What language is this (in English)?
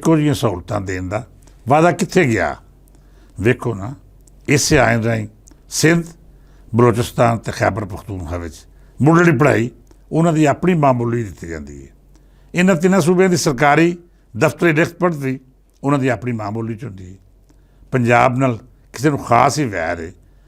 Western Panjabi